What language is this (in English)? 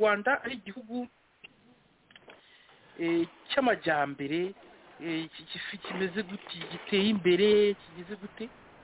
Kinyarwanda